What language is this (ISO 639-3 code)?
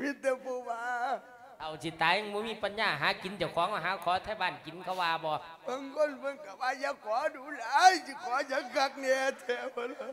lao